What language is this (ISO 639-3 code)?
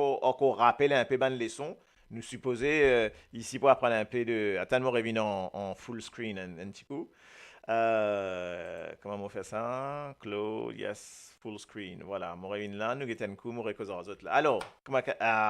mfe